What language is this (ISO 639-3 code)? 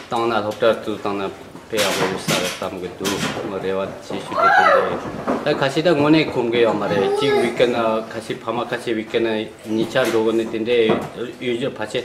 bod